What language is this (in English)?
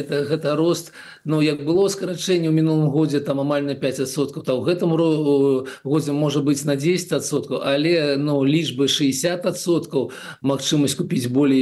Belarusian